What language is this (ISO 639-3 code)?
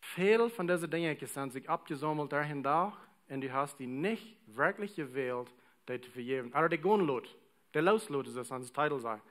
pdt